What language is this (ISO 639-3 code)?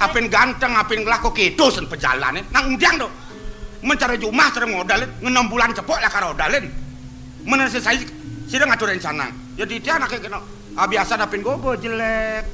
ban